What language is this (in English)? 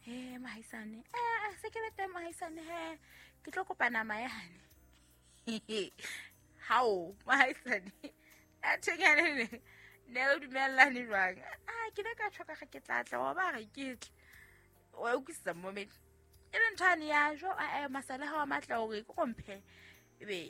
Southern Sotho